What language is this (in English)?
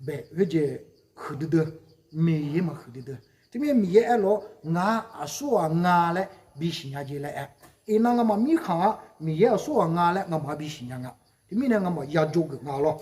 Akha